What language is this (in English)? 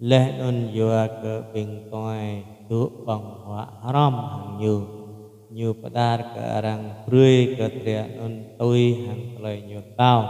Jarai